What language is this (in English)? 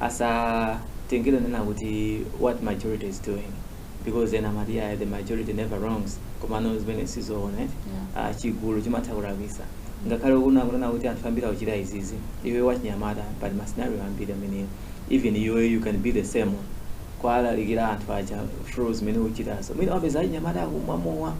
Nyanja